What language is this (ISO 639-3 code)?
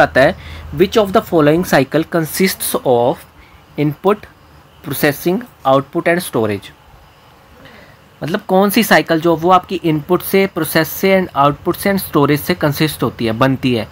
hin